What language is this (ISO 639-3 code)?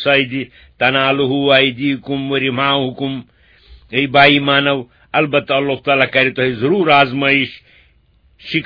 kas